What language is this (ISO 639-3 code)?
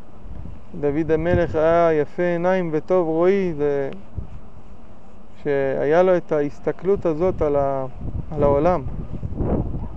heb